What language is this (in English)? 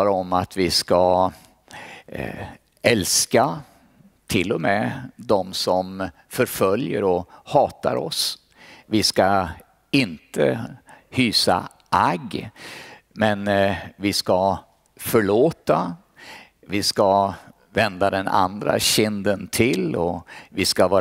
Swedish